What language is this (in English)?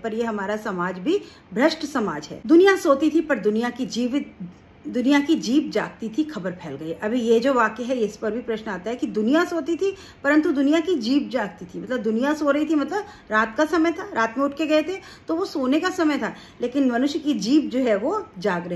Hindi